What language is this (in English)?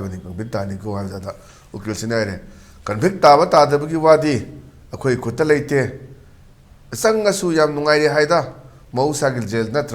Manipuri